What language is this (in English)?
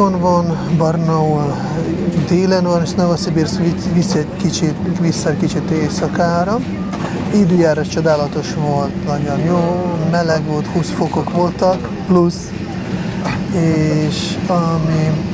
Hungarian